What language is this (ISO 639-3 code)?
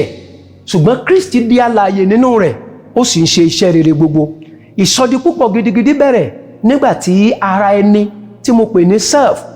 yor